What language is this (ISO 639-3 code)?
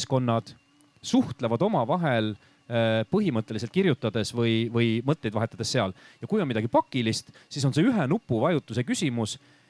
est